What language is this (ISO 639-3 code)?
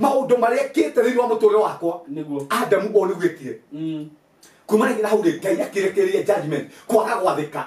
kik